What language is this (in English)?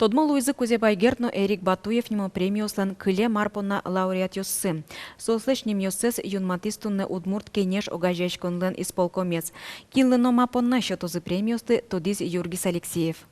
Udmurt